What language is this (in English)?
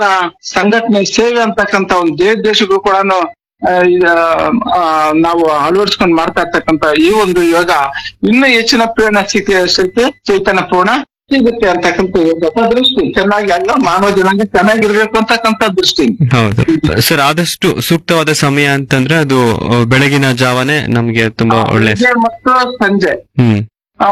Kannada